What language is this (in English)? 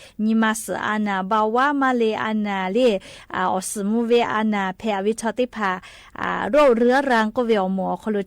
Lahu